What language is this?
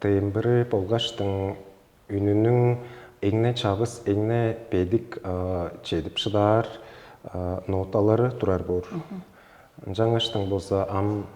Tuvinian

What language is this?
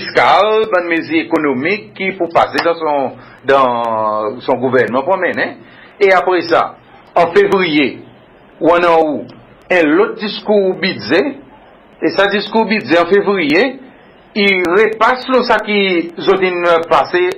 Seselwa Creole French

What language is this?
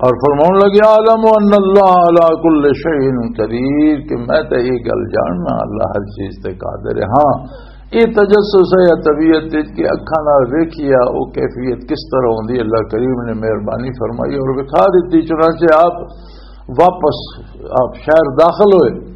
Western Panjabi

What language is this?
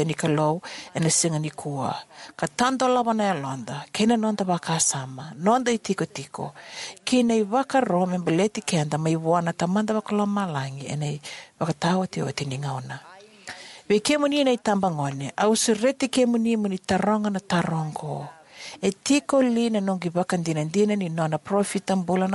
Fijian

